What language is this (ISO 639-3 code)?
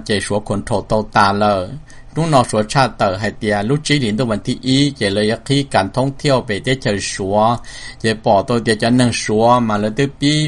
hmn